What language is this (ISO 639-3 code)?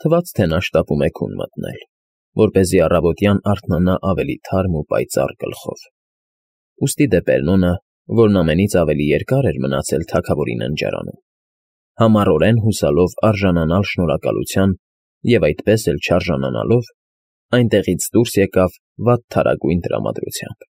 hye